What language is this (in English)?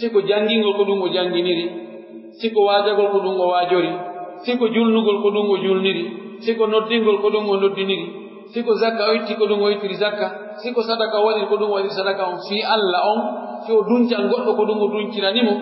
Pular